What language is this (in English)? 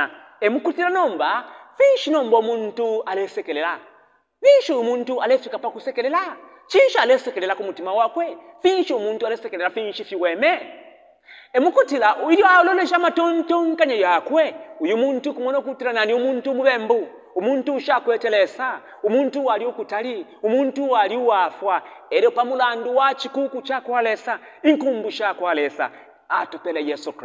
Bemba